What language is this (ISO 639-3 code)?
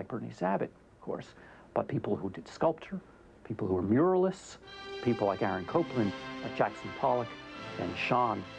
eng